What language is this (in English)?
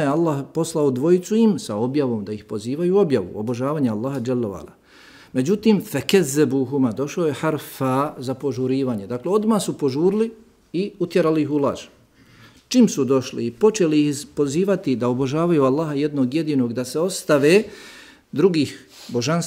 Bosnian